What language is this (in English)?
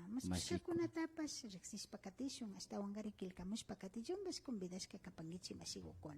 Imbabura Highland Quichua